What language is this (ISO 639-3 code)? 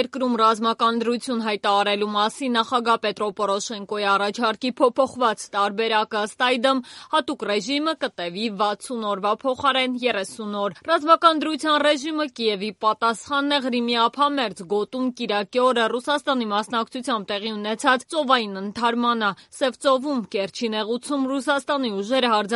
hye